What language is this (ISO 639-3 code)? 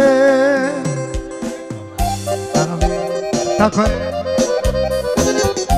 hrv